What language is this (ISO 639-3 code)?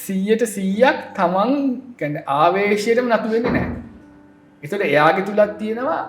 sin